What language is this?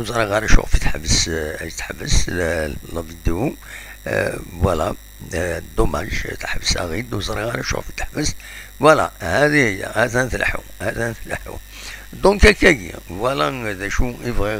Kabyle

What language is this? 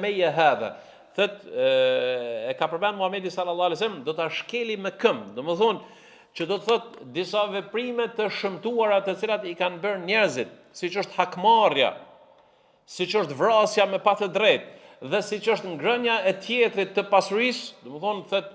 Albanian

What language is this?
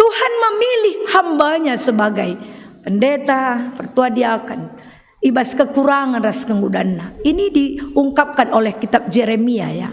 Batak Karo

